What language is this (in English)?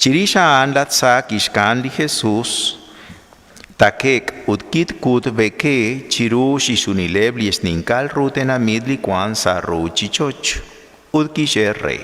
Kekchí